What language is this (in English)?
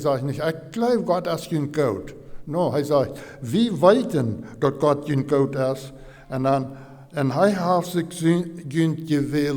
Plautdietsch